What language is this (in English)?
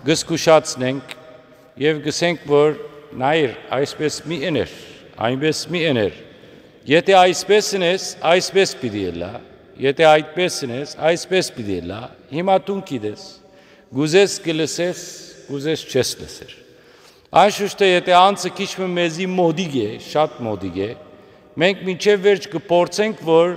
Western Armenian